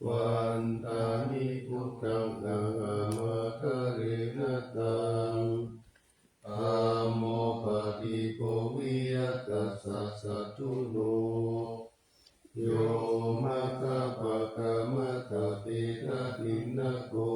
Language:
Pali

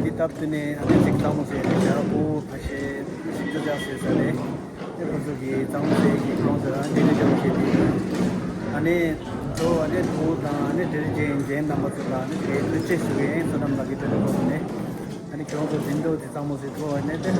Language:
Tibetan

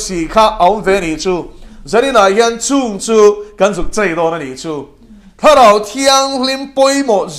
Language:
Mizo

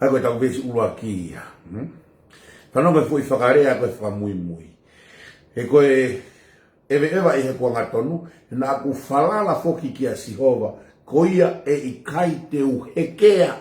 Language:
Tongan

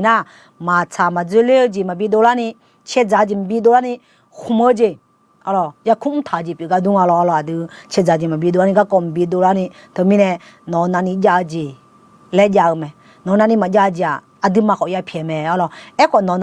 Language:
Akha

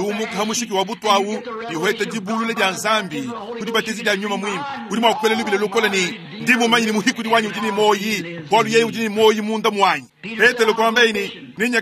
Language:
Luba-Lulua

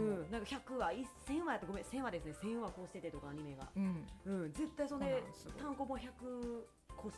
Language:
Japanese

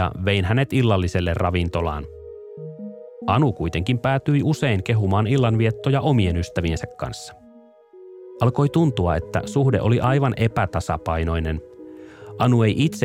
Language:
Finnish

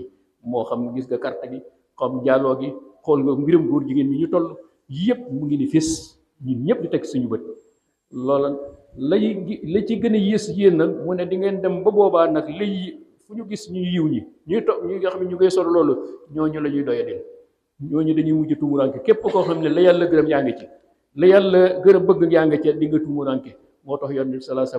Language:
Wolof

